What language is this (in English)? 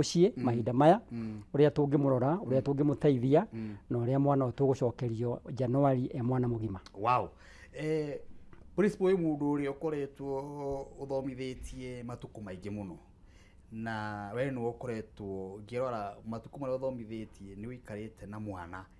Kikuyu